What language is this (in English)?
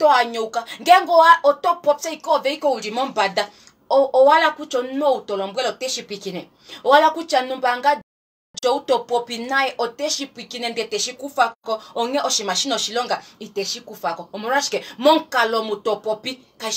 Kuanyama